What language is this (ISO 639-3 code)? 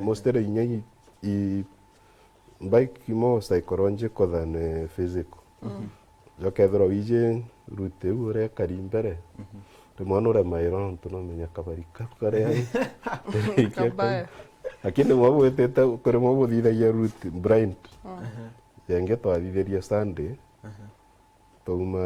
mer